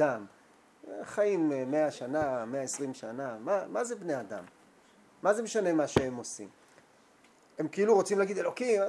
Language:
Hebrew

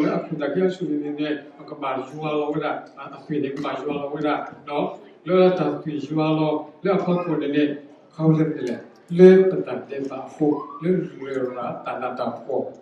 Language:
S'gaw Karen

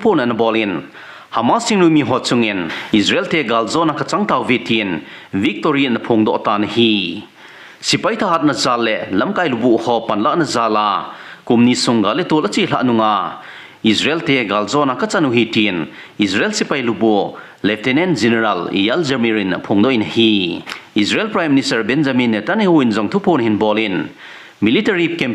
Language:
Thado Chin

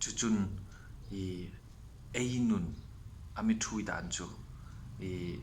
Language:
Hmar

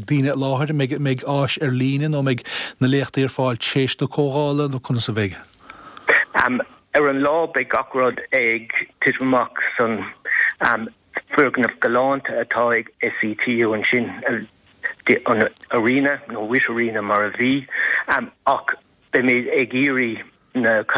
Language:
Irish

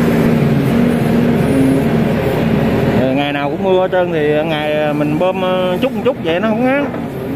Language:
Vietnamese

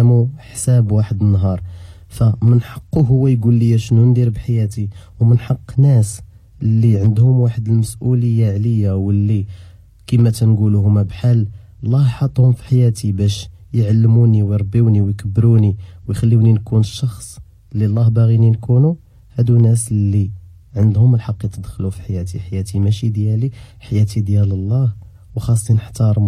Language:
Moroccan Arabic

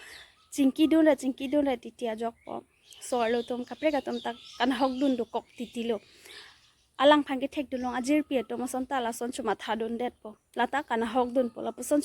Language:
Karbi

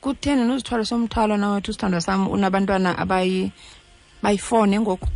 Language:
Xhosa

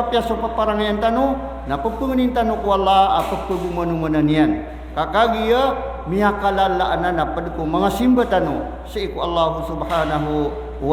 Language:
Maranao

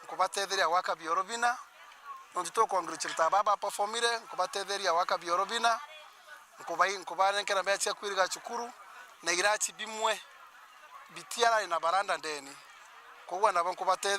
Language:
Meru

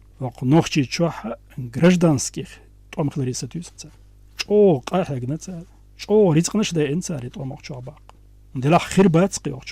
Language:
Chechen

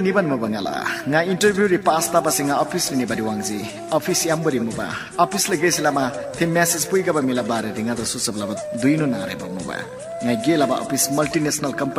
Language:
Eastern Tamang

